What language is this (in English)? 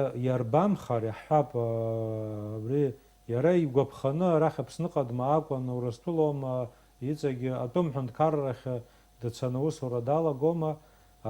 Abkhazian